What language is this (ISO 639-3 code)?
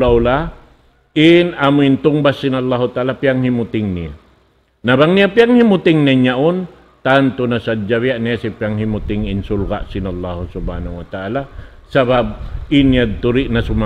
tsg